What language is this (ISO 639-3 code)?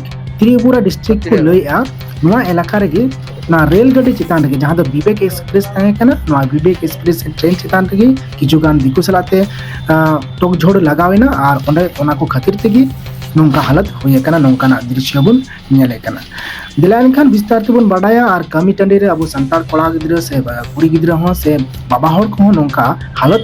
sat